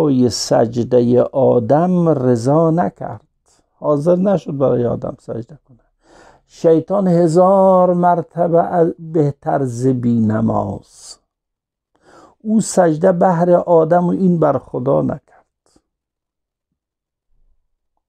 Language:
Persian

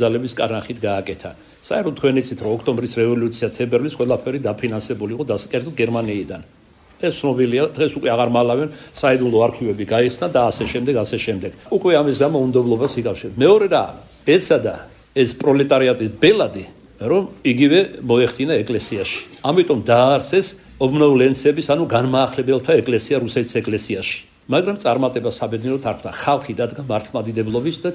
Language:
Georgian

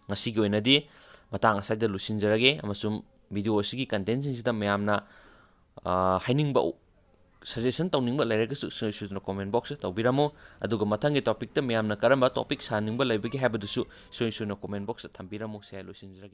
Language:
Manipuri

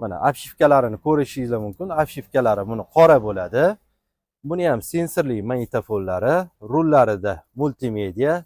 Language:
Uzbek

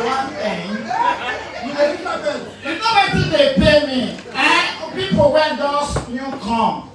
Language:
Nigerian Pidgin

